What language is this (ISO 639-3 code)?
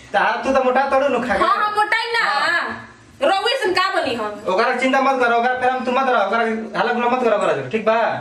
bho